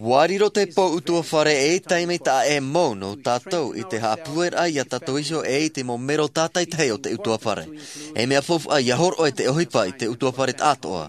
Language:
Tahitian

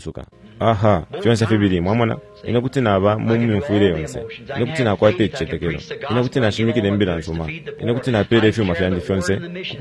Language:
Bemba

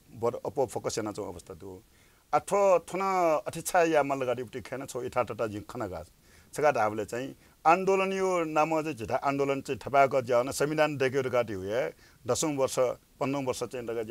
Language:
Newari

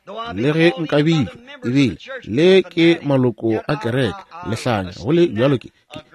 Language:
Northern Sotho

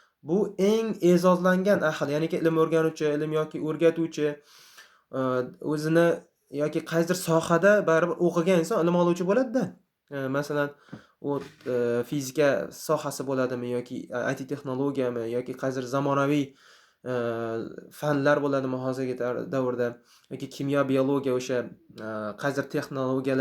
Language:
Uzbek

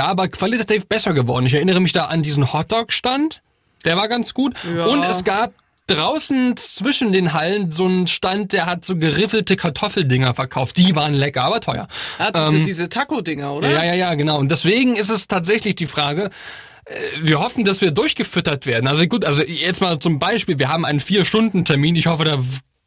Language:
German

